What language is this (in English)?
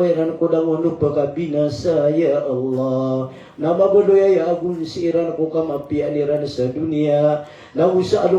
Maranao